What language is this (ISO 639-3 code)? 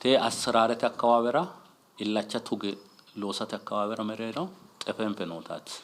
sid